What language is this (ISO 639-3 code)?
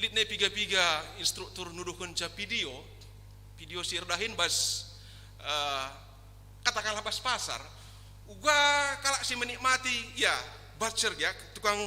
btx